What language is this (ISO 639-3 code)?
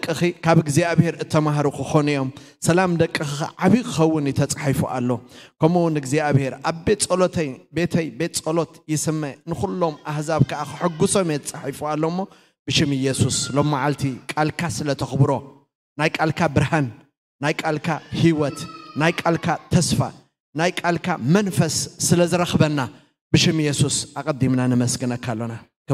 tir